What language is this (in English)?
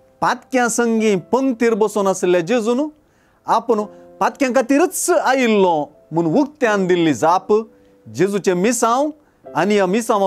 Konkani